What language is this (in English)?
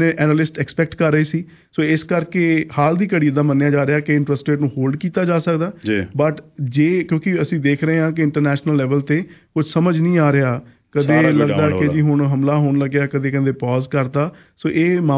Punjabi